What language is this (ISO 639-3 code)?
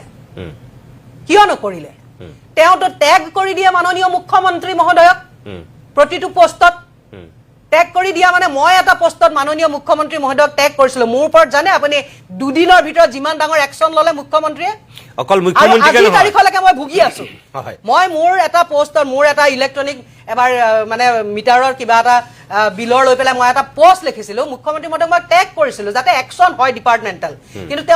asm